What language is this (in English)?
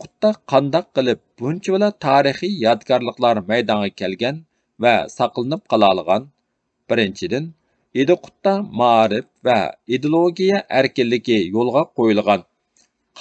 Uyghur